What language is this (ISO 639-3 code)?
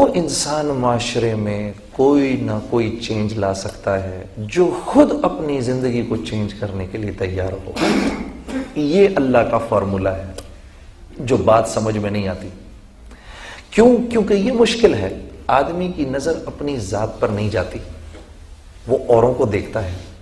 urd